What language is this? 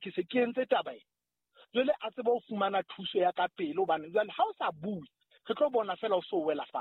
Southern Sotho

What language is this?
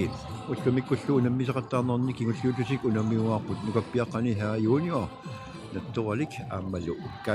Kalaallisut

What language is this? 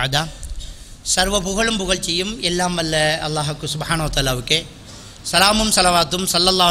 Tamil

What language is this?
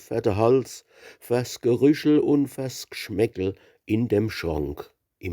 Palatine German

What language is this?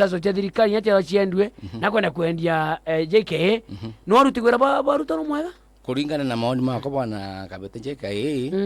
Meru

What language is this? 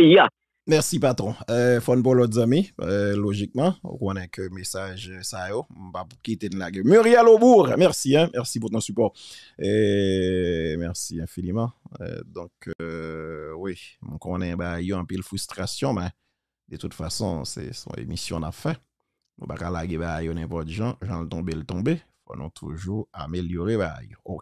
Haitian Creole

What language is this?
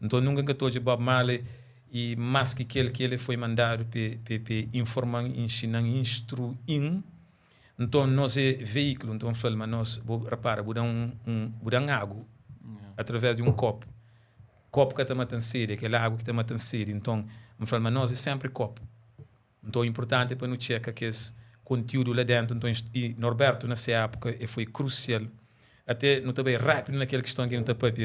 Kabuverdianu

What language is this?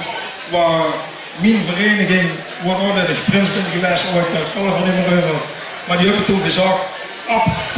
Limburgish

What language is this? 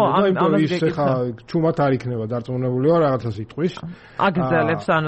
Georgian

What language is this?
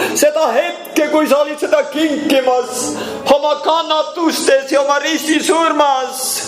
Estonian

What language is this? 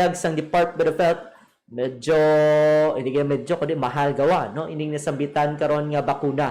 Hiligaynon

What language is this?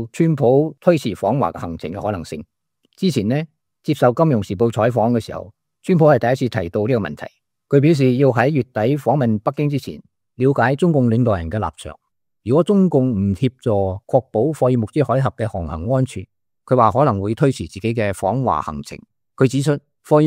Cantonese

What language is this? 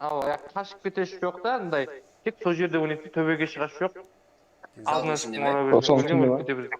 Kara-Kalpak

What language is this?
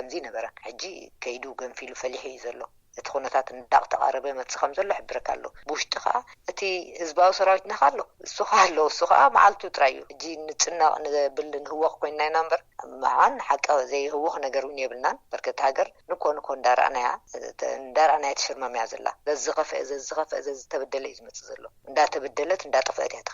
Tigrinya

